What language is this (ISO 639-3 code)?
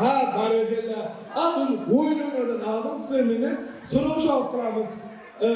kaa